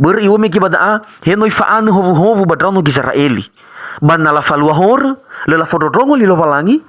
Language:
Nias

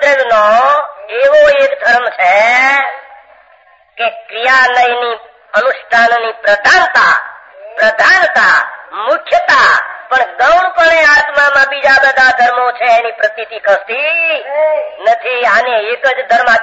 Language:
Gujarati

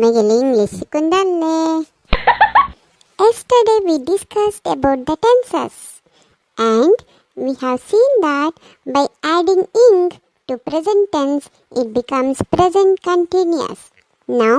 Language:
Konkani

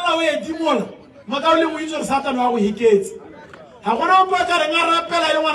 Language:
Tswana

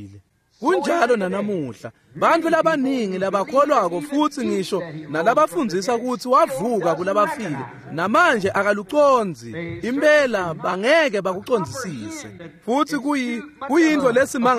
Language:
Swati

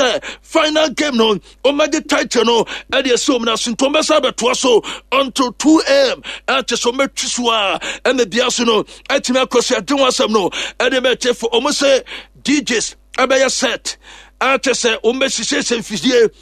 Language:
Akan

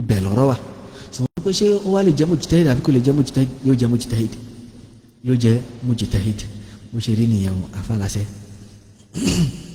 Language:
Yoruba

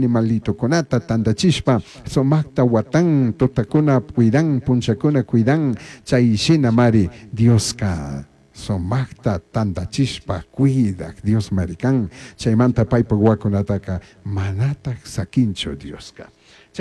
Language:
Chimborazo Highland Quichua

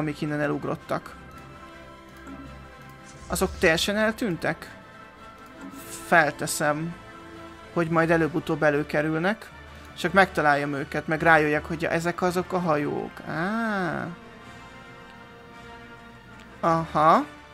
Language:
Hungarian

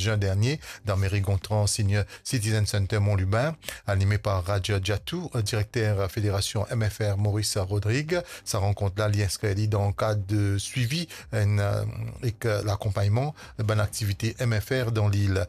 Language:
Morisyen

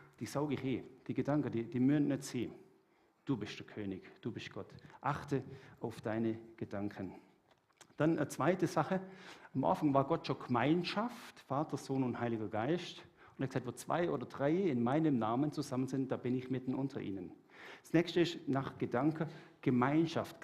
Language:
Swiss German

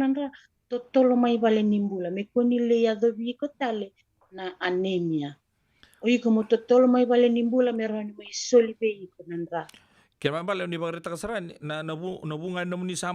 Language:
Fijian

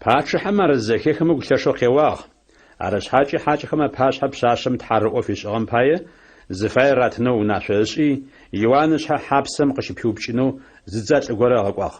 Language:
Adyghe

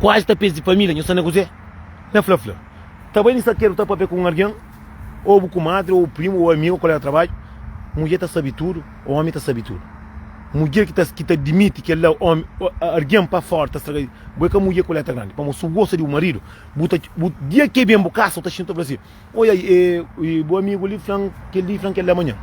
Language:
Kabuverdianu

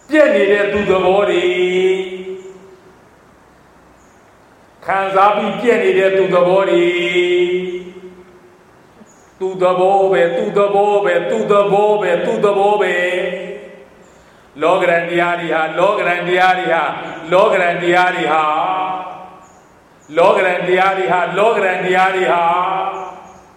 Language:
Burmese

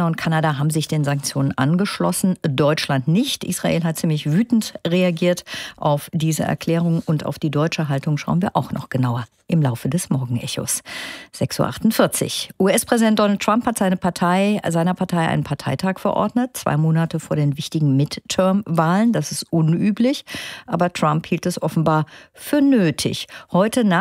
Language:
German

